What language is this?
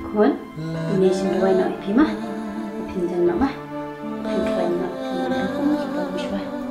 Khasi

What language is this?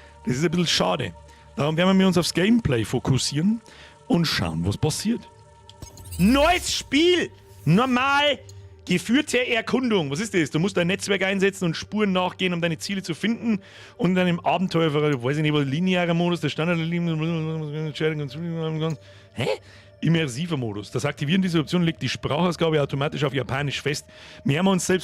Bavarian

